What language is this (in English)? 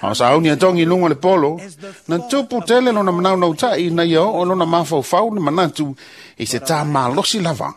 Samoan